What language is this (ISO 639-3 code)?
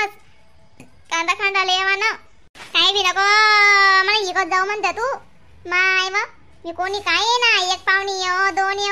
khn